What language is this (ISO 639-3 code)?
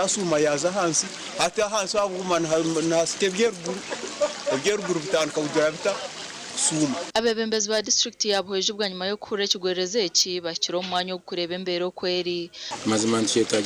nyn